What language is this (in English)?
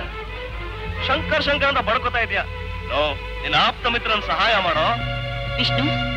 Kannada